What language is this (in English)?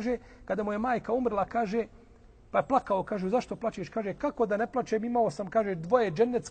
Bosnian